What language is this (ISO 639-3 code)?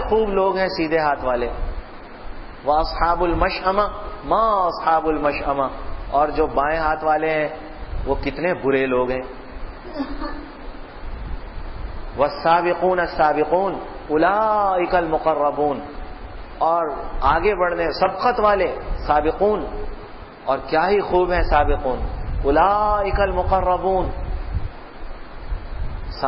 urd